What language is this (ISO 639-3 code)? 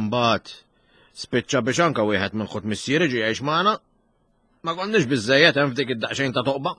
mlt